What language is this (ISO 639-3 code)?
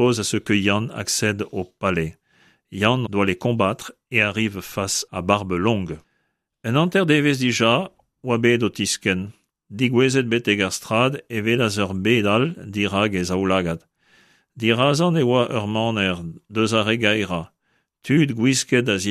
bre